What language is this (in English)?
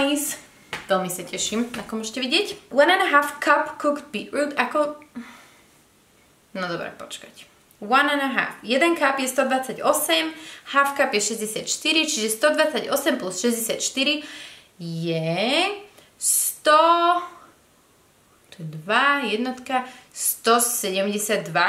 Slovak